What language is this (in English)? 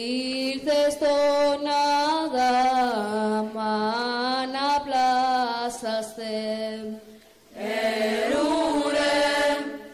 Greek